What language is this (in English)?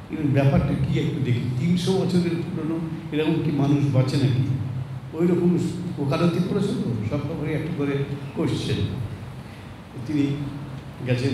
Bangla